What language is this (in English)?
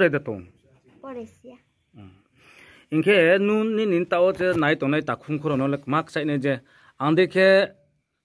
Riang (India)